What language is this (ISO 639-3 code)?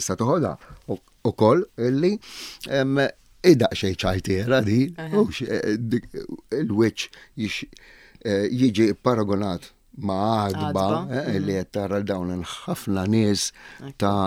mlt